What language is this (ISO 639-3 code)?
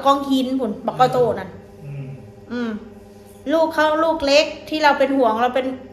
tts